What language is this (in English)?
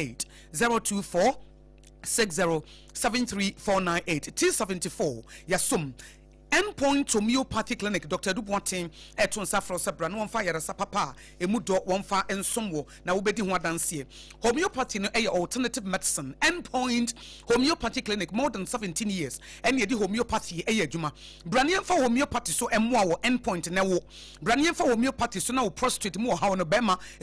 Akan